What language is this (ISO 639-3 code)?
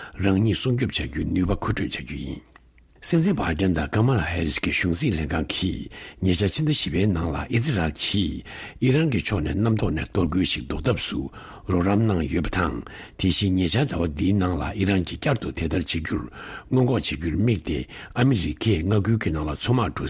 bod